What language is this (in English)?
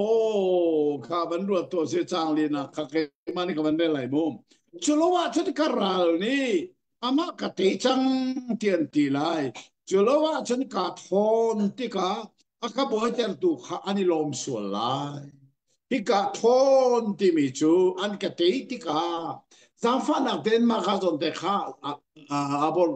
Hakha Chin